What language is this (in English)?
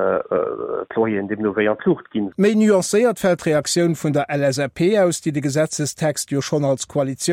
Luxembourgish